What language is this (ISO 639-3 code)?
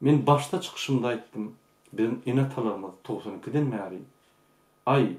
tuk